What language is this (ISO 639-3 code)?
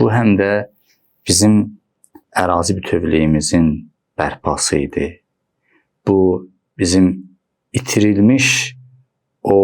aze